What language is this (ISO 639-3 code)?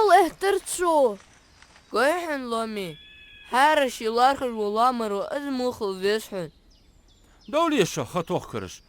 inh